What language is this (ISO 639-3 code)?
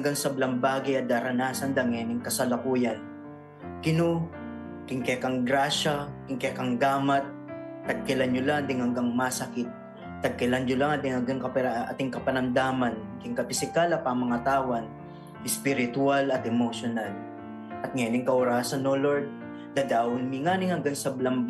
pam